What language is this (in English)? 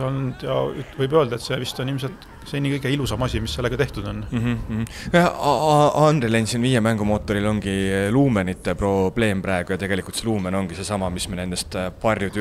Estonian